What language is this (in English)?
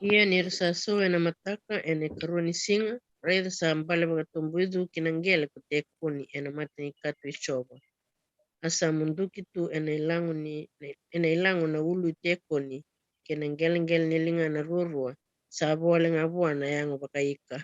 Fijian